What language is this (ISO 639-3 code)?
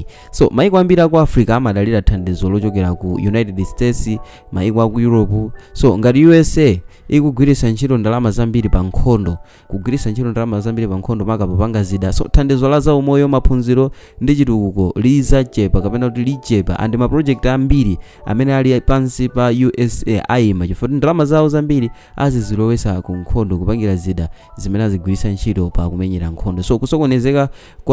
nya